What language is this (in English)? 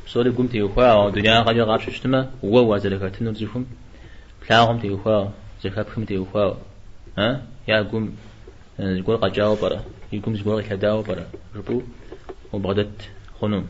Kabardian